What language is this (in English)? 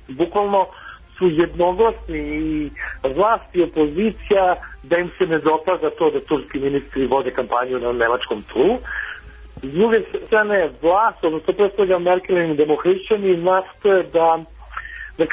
Serbian